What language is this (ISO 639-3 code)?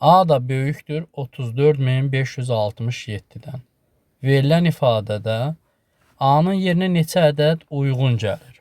aze